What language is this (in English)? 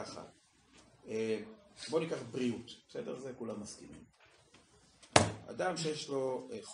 Hebrew